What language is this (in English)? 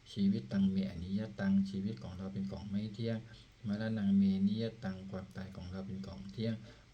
Pali